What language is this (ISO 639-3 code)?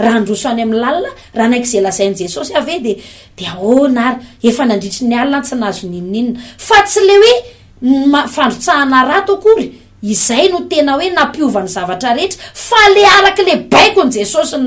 mlg